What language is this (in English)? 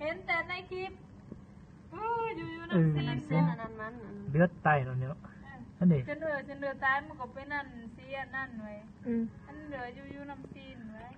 Lao